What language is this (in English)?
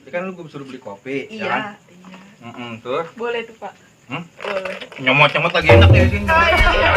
Betawi